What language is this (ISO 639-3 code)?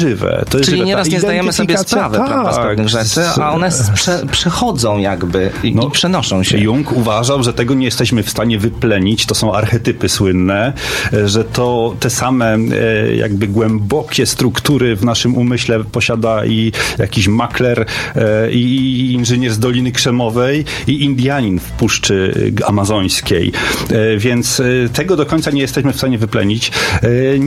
pol